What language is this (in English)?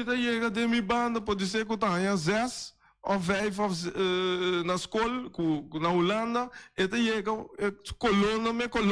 Papiamento